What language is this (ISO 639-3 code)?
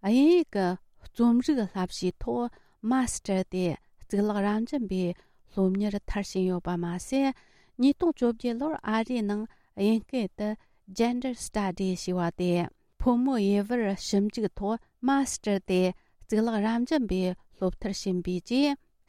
bod